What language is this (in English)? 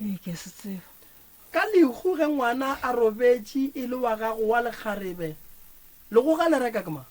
Northern Sotho